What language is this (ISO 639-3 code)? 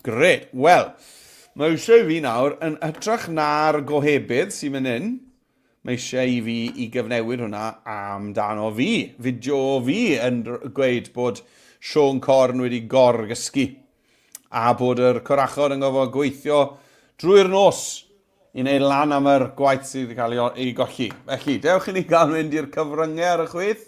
cym